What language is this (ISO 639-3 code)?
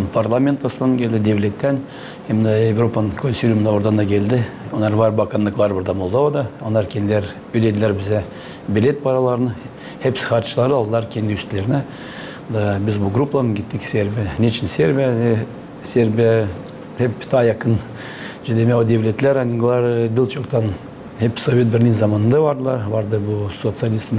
gag